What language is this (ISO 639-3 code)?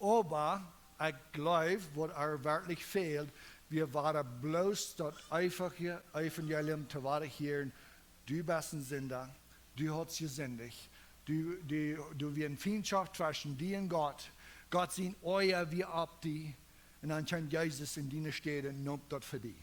pdt